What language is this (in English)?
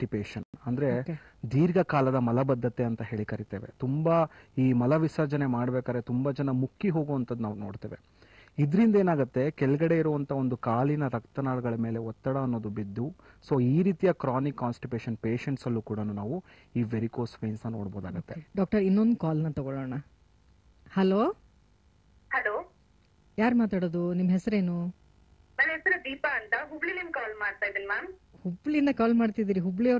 Kannada